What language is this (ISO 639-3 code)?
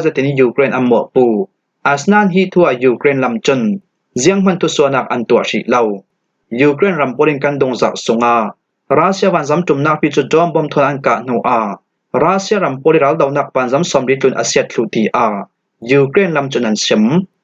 cfm